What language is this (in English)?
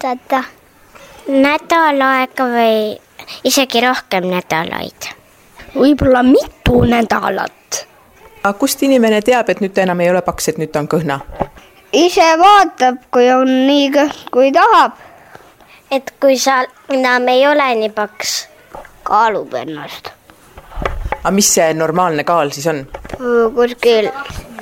Estonian